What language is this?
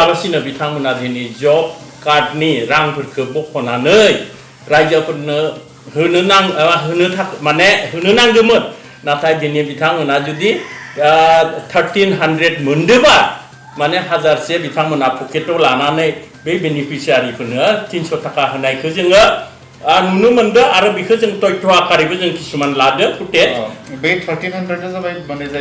Bodo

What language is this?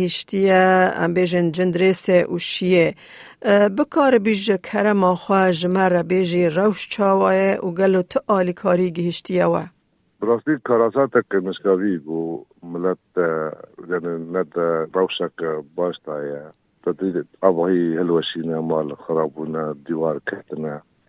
Kurdish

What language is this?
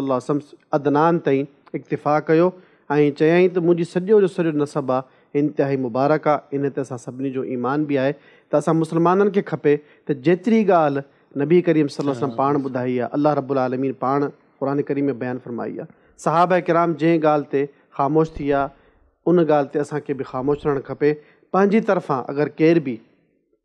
Sindhi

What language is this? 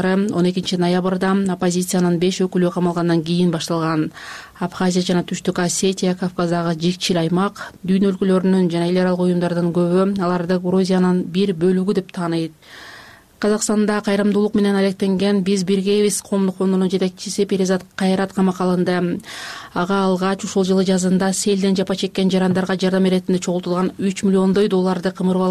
Kyrgyz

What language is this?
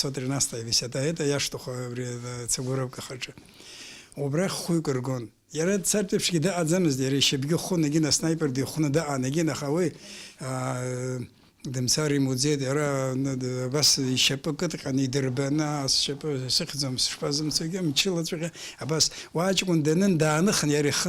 Abkhazian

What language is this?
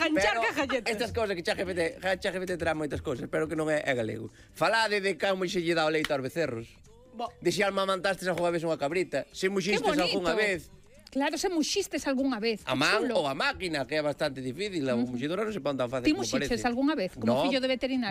Galician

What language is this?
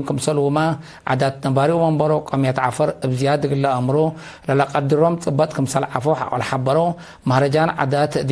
Tigre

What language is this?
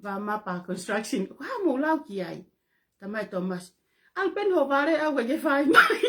Tongan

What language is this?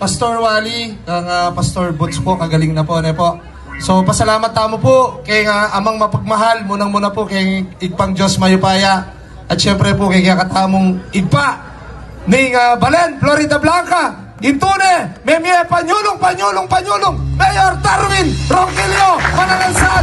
Pampanga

